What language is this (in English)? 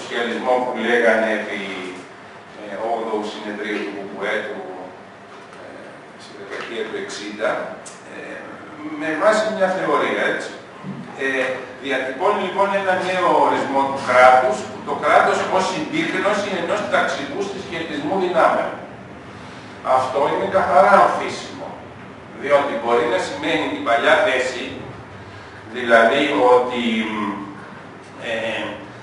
Greek